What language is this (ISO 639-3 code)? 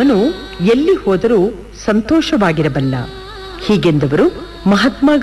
kan